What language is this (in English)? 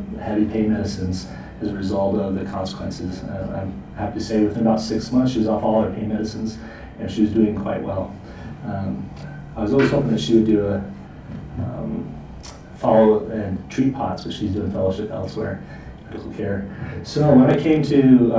English